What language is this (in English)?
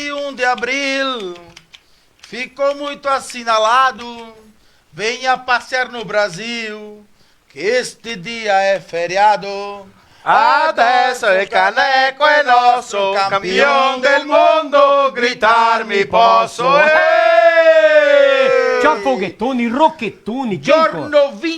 Venetian